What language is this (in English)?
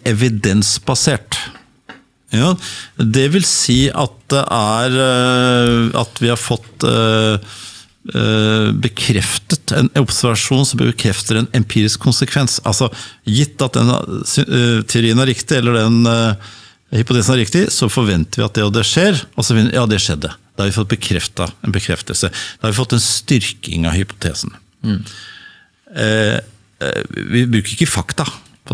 Norwegian